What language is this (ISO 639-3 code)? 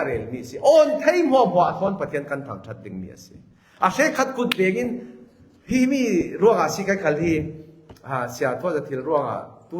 cfm